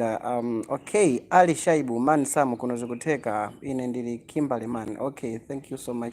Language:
Nyanja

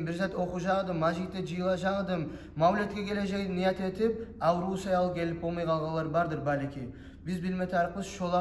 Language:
Kumyk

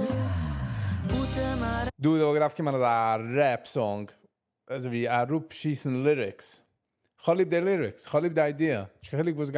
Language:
Yiddish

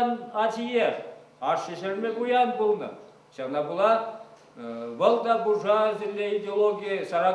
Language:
Chuvash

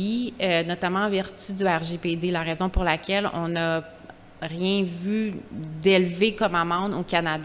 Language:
French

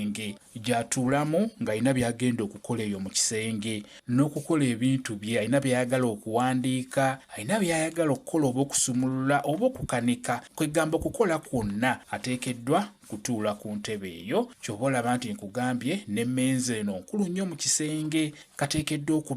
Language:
Ganda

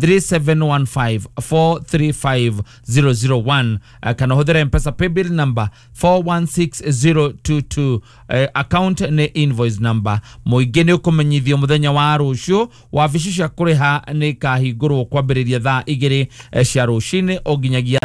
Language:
Kikuyu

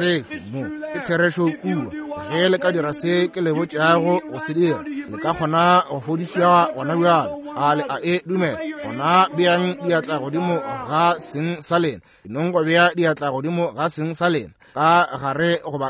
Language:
Northern Sotho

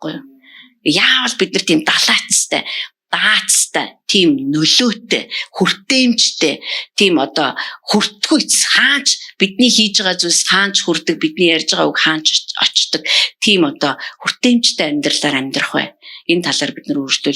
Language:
Mongolian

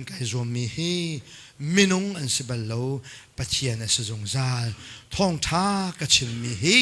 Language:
Hakha Chin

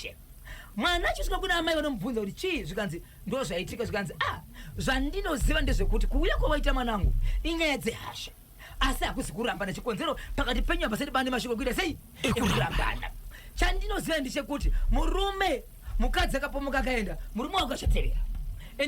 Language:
Shona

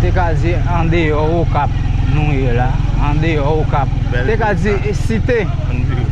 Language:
Haitian Creole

